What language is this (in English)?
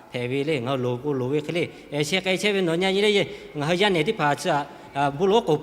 Lahu